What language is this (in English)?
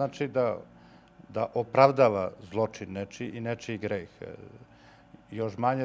Serbian